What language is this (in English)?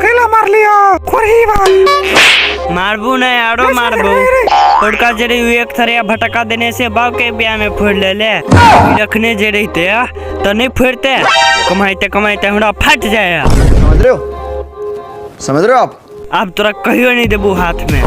Maithili